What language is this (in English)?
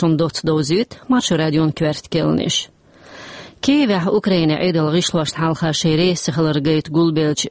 Chechen